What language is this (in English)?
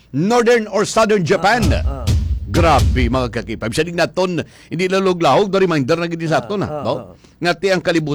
Hiligaynon